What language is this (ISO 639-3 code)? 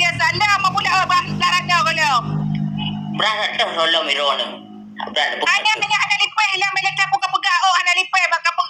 ace